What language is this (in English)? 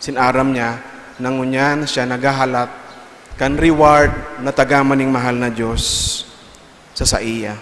Bikol